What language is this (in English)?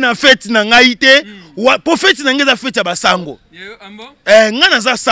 Lingala